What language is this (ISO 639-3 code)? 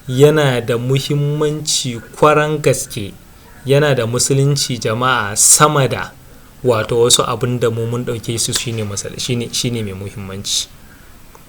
hau